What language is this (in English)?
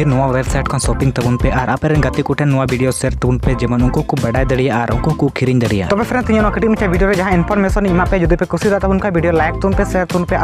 Santali